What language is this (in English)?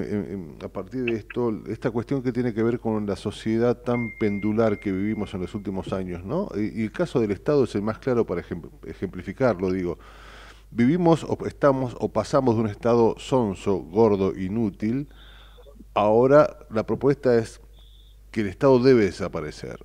Spanish